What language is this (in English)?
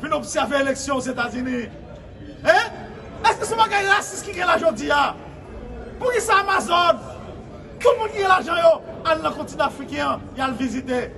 Haitian Creole